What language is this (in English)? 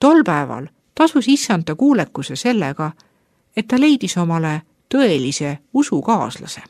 Estonian